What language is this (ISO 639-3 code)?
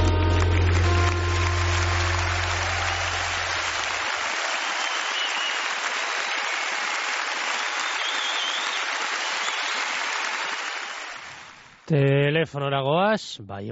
eus